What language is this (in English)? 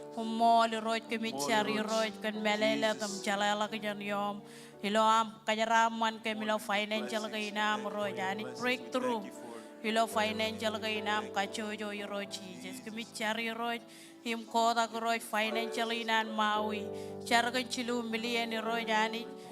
Marshallese